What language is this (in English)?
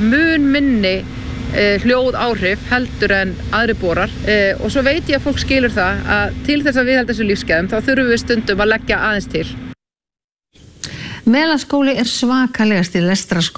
Icelandic